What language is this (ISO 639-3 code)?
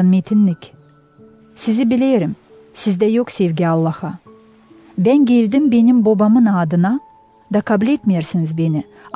gag